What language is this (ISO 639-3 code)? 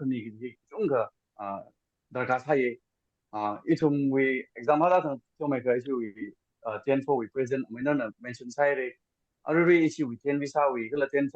nmf